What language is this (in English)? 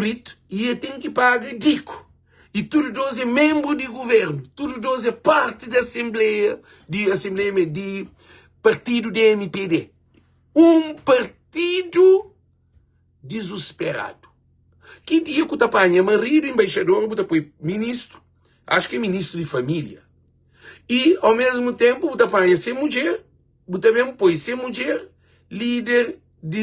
Kabuverdianu